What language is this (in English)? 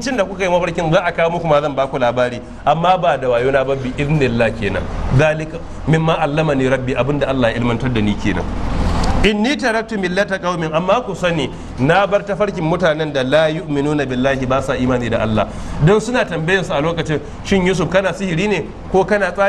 Hausa